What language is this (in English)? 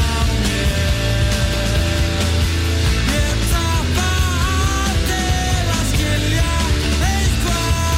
Icelandic